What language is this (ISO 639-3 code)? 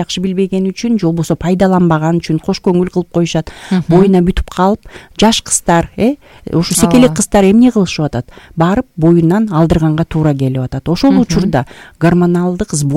kir